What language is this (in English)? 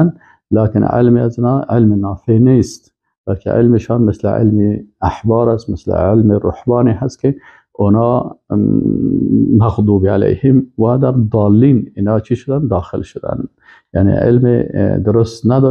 Persian